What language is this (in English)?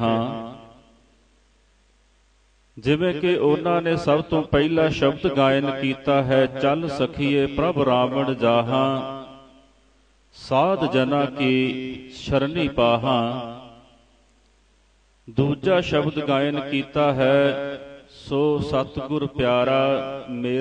Punjabi